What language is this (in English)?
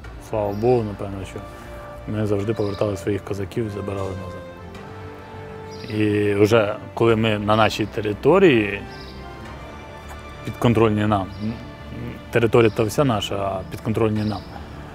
Ukrainian